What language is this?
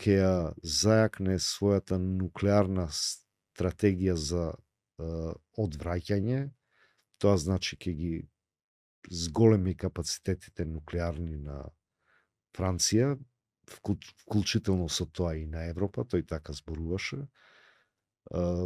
Macedonian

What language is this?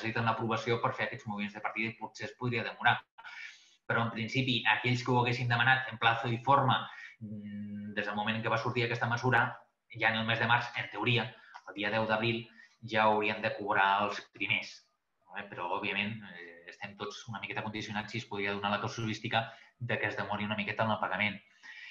Catalan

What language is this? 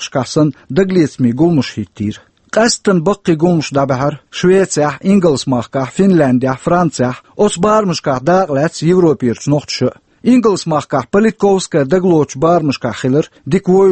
Chechen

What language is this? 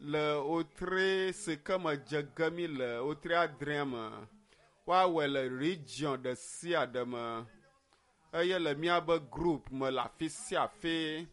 Ewe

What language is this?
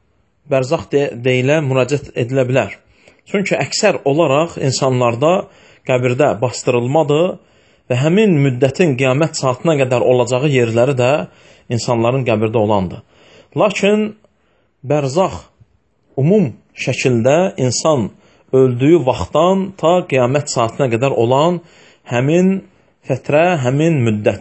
Azerbaijani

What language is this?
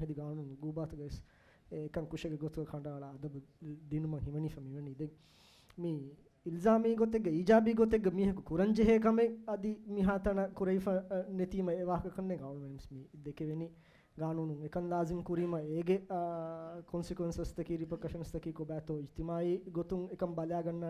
Divehi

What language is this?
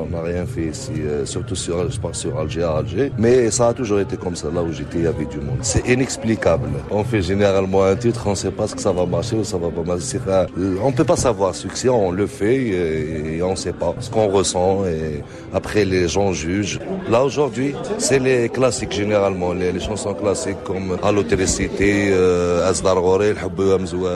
French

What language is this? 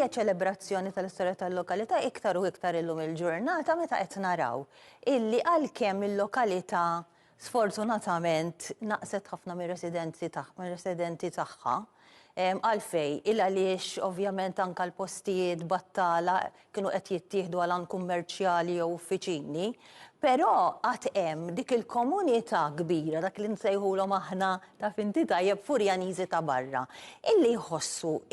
Maltese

